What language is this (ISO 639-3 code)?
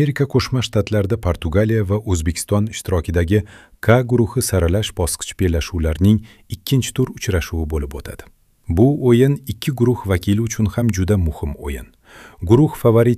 uzb